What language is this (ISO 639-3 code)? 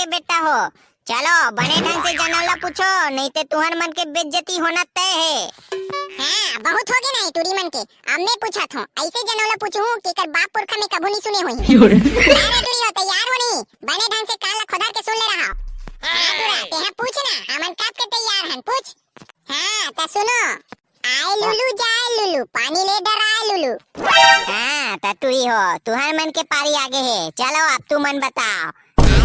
hne